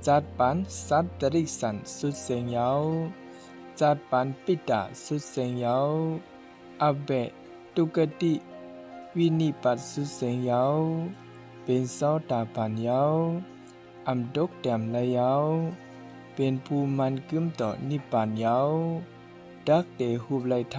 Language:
Shan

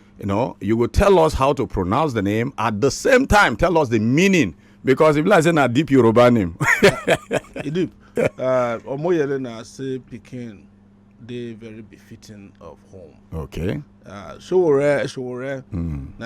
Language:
Nigerian Pidgin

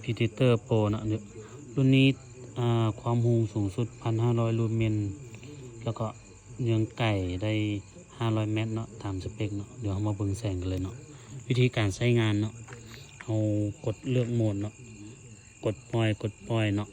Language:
Lao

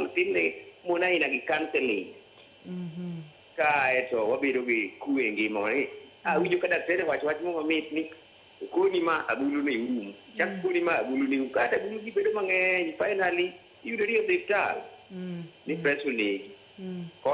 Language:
Luo (Kenya and Tanzania)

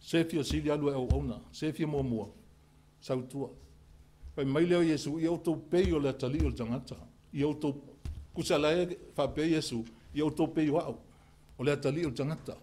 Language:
Samoan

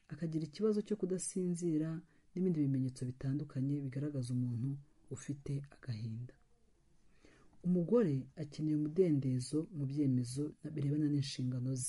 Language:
Kinyarwanda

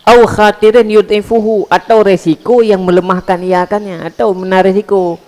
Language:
Achinese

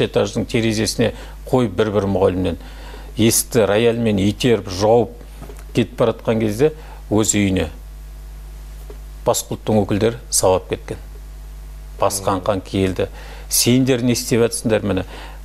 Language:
Kazakh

